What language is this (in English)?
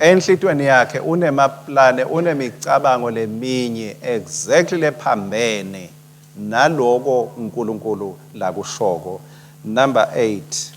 Swati